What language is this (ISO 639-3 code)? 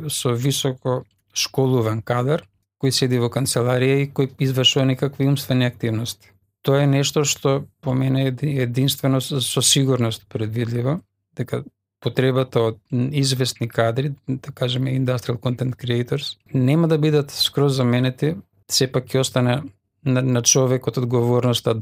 mkd